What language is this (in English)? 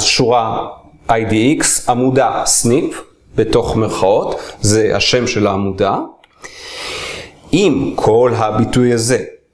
Hebrew